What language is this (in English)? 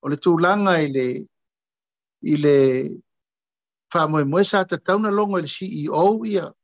Samoan